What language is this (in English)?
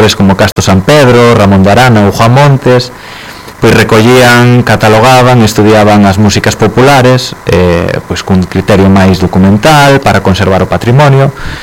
Galician